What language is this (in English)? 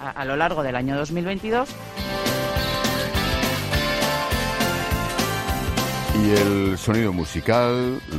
Spanish